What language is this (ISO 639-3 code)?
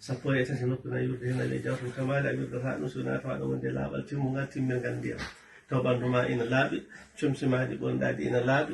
ful